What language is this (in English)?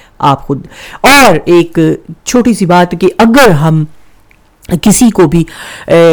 Urdu